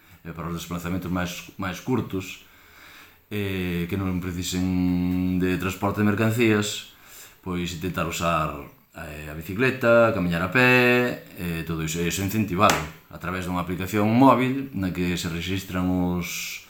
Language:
Galician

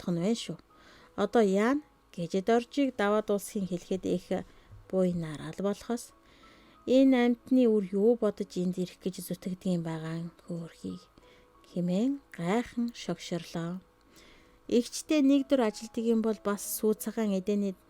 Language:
Mongolian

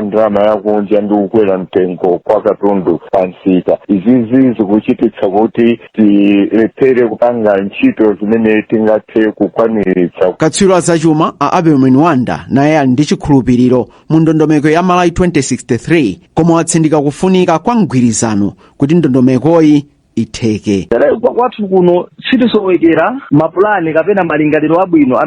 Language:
Nyanja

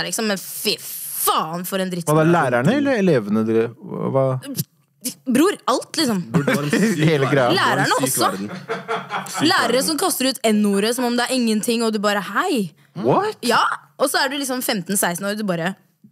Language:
Norwegian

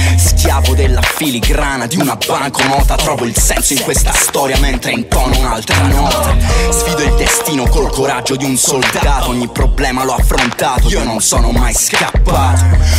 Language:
Italian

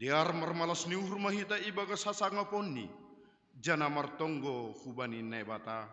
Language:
Batak Simalungun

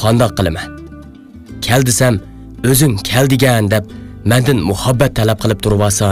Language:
Uyghur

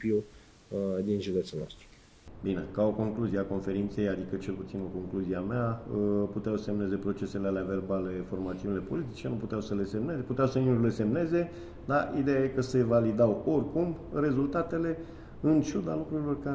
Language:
Romanian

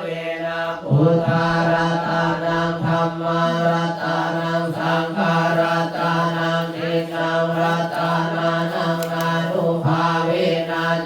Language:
Pali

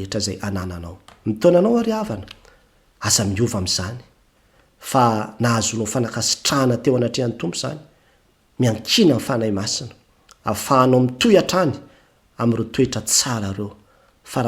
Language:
Malagasy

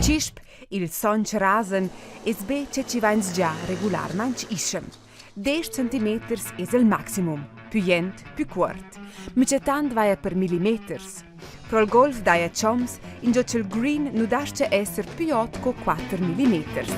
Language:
Romansh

